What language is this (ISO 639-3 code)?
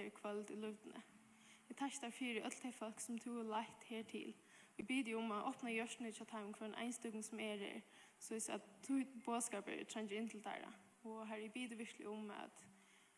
fao